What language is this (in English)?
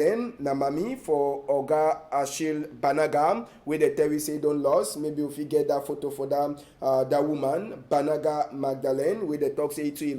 Cameroon Pidgin